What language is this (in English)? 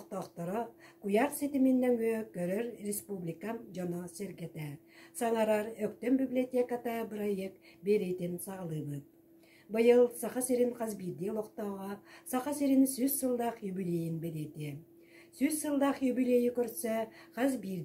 Yakut